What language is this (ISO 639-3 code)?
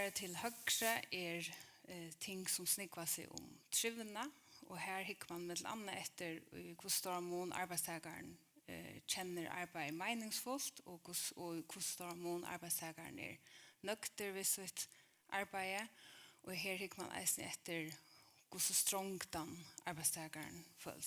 fao